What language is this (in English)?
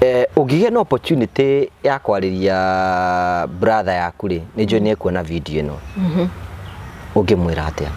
Kikuyu